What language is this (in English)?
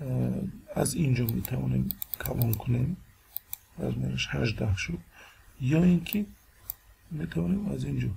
Tajik